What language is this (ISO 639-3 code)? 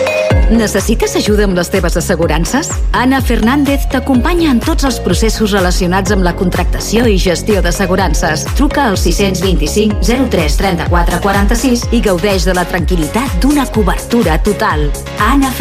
cat